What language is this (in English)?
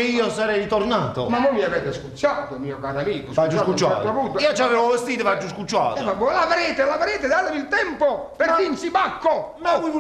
Neapolitan